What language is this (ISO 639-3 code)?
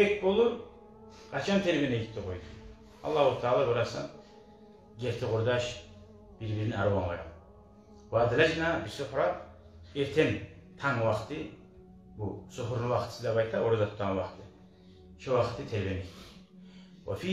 kum